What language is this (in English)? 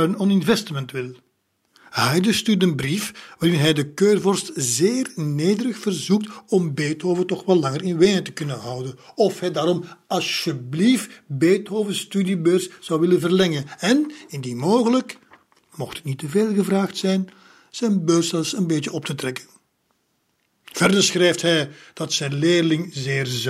Dutch